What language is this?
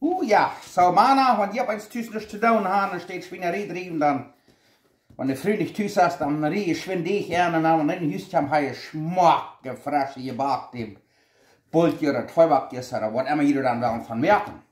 Plautdietsch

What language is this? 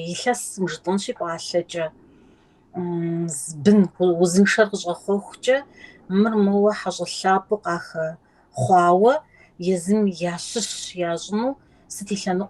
Kabardian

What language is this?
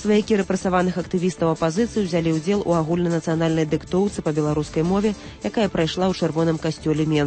Belarusian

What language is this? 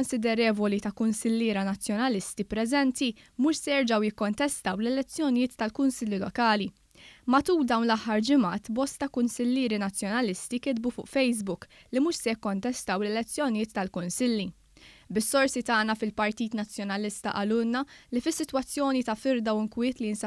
Maltese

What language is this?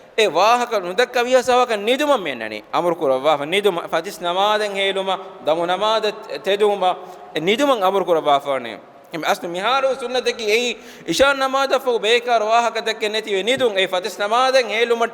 Divehi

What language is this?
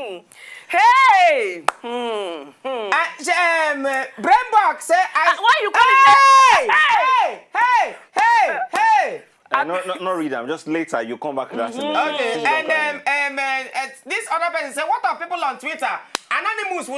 Nigerian Pidgin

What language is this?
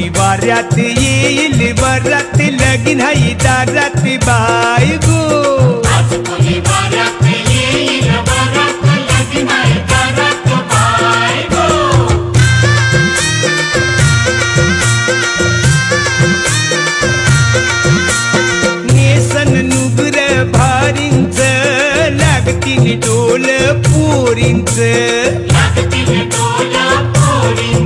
Marathi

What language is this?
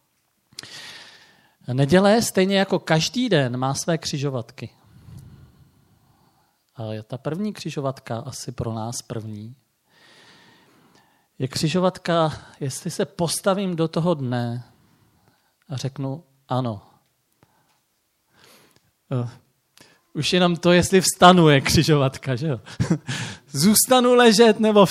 Czech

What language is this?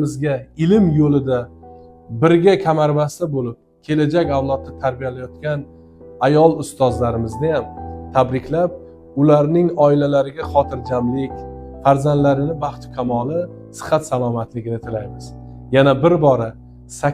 Uzbek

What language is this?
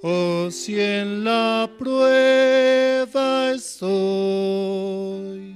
South Bolivian Quechua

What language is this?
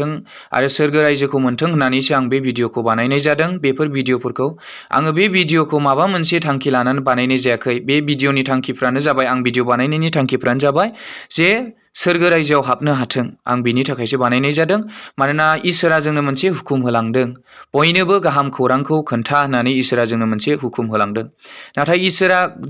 Bodo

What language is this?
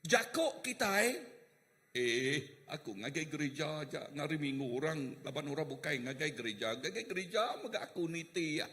Iban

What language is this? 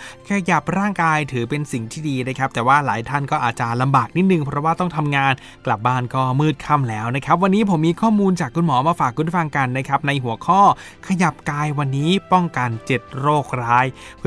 Thai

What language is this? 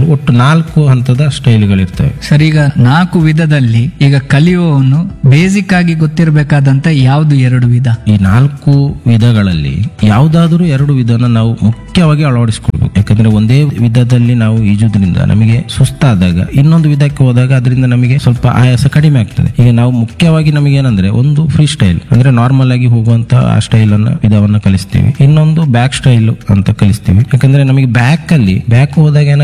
Kannada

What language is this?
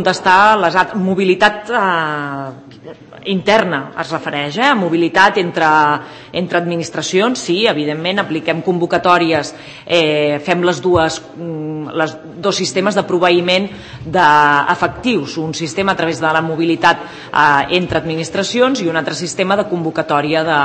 Catalan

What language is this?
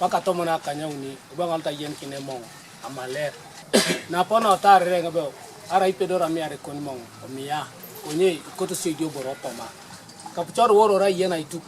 Teso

